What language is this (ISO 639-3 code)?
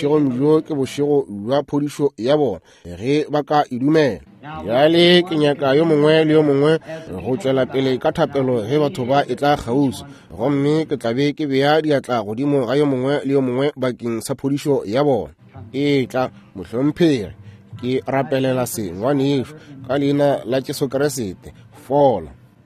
nso